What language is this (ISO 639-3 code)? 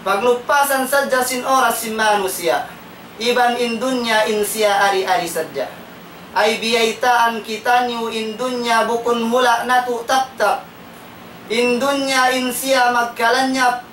tsg